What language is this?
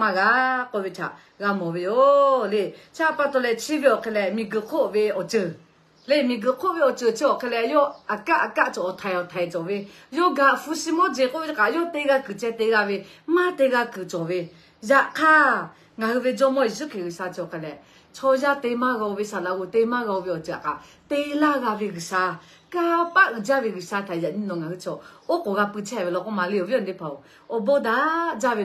Lahu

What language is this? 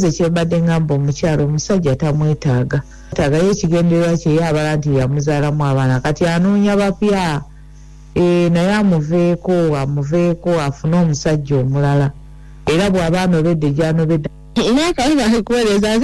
Ganda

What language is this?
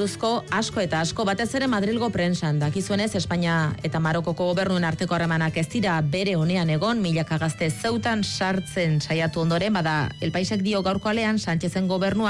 Basque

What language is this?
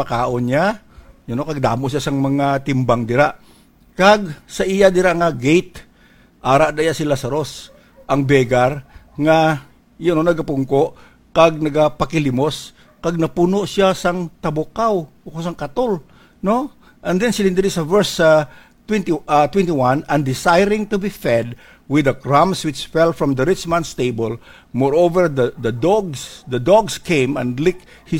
Hiligaynon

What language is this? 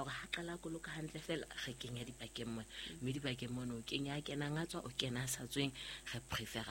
Southern Sotho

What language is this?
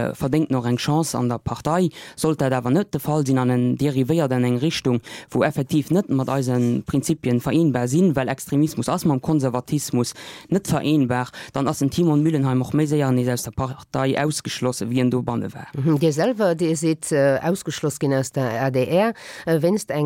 Luxembourgish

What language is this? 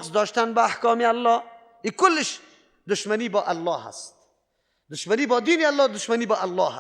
Persian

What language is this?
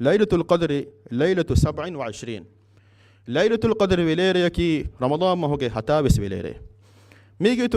Divehi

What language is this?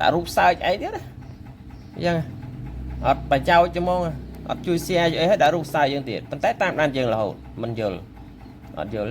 Khmer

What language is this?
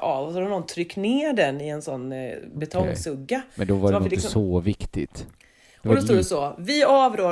Swedish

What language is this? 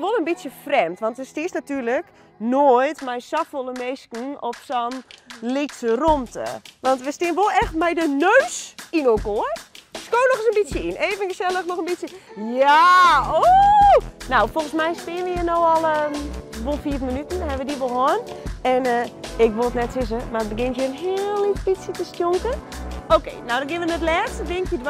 Western Frisian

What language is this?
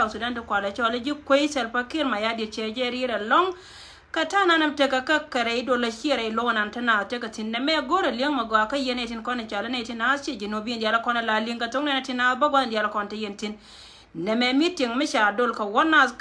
Nuer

